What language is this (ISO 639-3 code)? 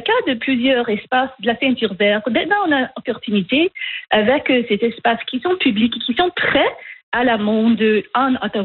fra